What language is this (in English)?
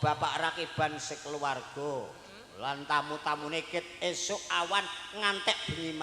Javanese